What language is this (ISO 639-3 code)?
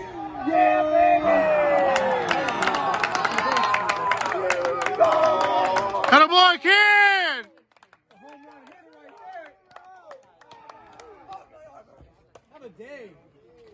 eng